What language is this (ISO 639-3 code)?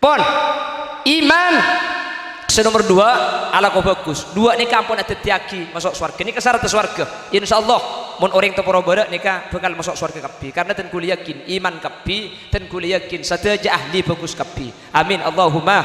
mad